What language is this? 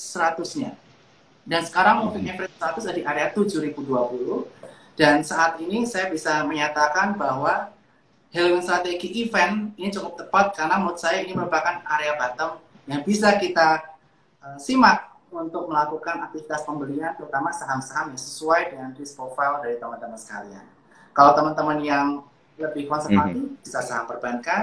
Indonesian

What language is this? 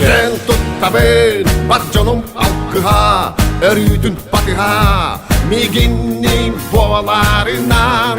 Yakut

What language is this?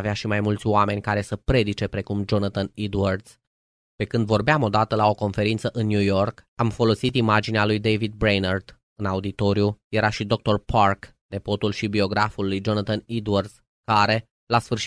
Romanian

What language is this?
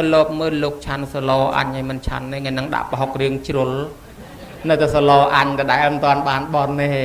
Khmer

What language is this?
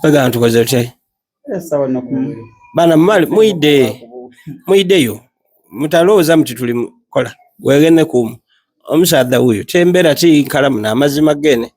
Soga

